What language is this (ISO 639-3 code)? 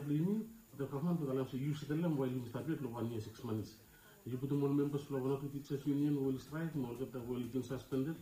bis